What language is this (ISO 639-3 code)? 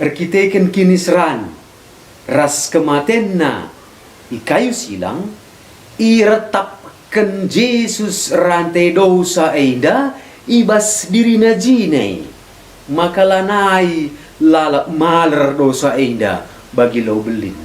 btx